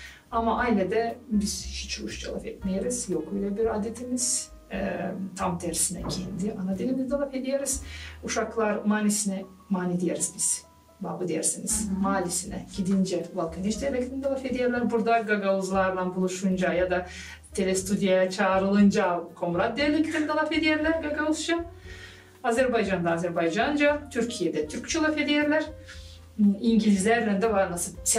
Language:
Gagauz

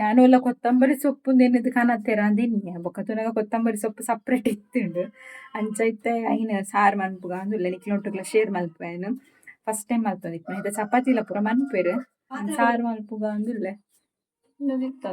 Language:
Tulu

